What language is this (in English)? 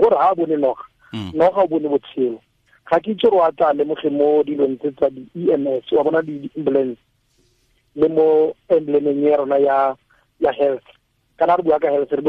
Tswana